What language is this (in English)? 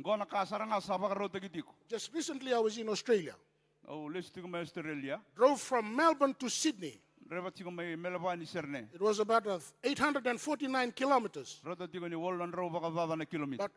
Fijian